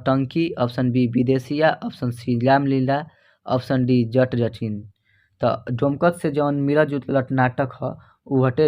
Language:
Bhojpuri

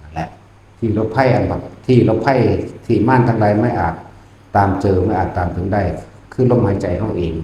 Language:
Northeastern Thai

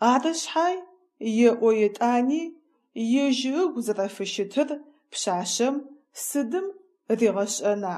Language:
Adyghe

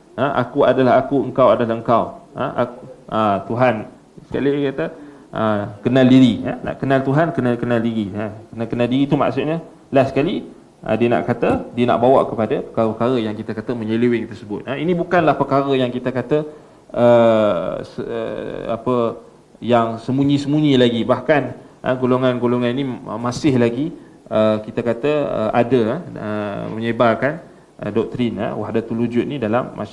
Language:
Malay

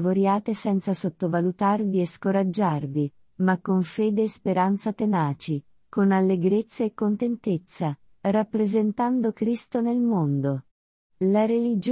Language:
Italian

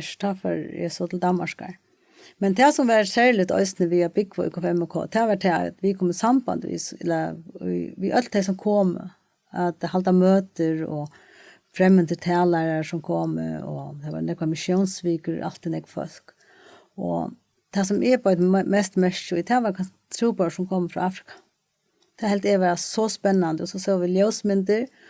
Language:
Faroese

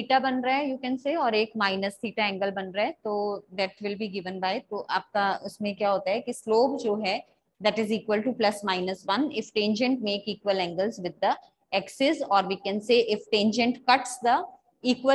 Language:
Hindi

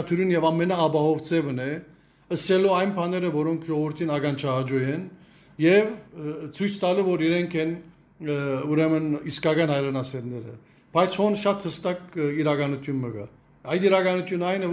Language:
Western Armenian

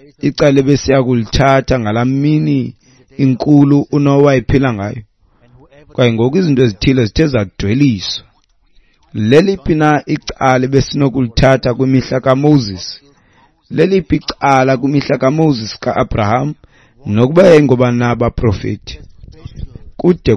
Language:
Xhosa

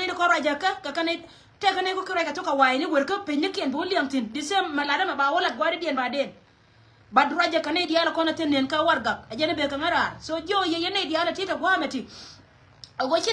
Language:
Nuer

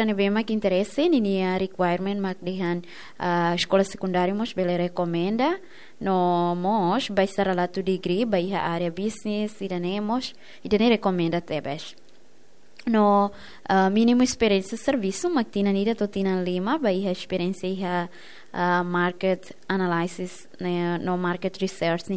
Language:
Tetum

